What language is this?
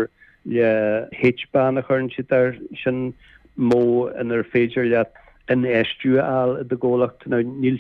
Irish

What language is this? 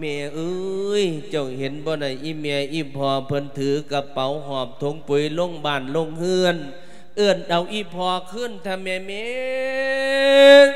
Lao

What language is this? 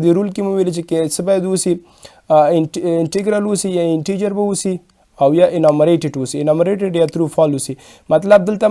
Pashto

